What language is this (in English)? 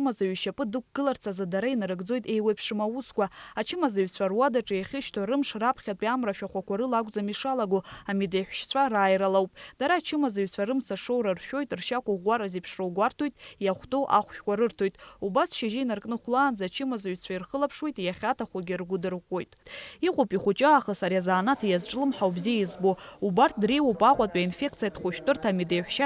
Abkhazian